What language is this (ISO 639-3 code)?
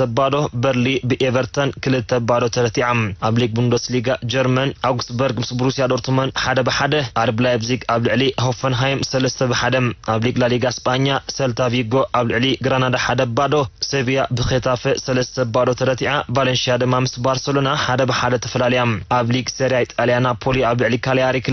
tir